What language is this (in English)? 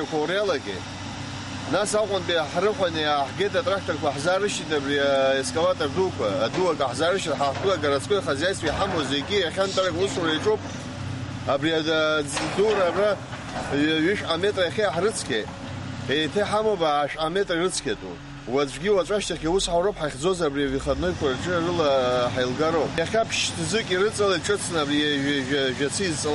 Abkhazian